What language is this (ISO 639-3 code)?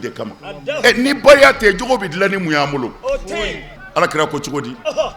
bam